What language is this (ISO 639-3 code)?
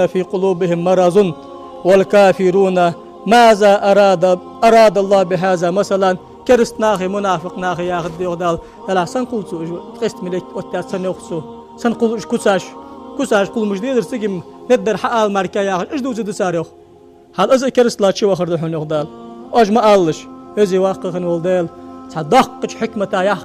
inh